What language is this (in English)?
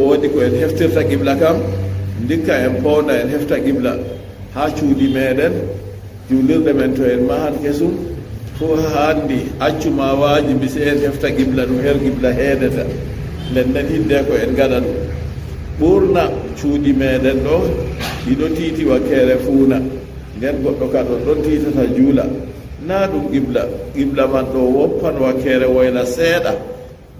Fula